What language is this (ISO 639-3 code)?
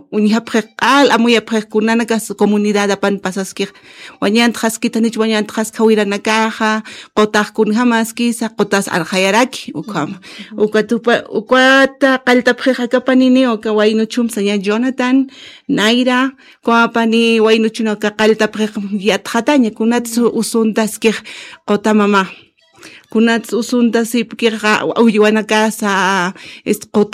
aym